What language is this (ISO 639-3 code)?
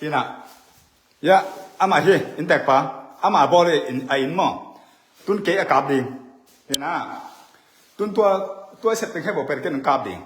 ctd